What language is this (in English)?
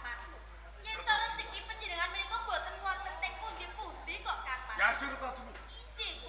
Javanese